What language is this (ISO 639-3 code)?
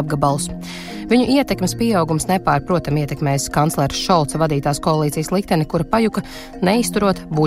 lav